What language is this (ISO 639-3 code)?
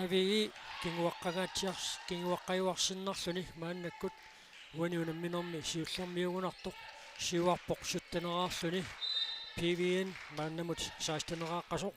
kal